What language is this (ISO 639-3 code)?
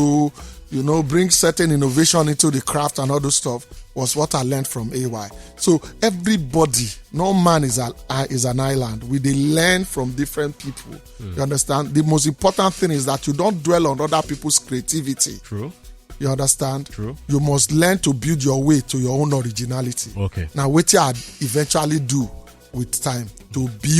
pcm